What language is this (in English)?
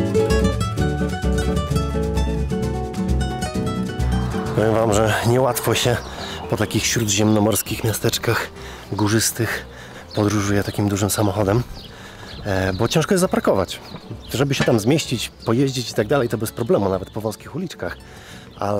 Polish